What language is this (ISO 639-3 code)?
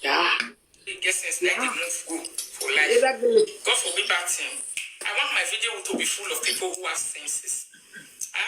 pcm